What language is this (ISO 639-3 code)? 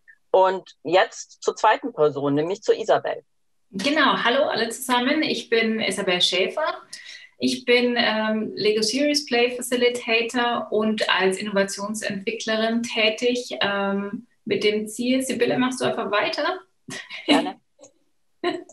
deu